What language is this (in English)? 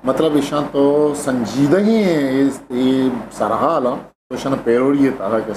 Eastern Balochi